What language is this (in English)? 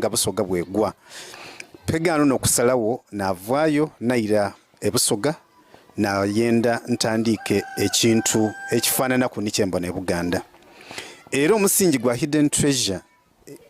Soga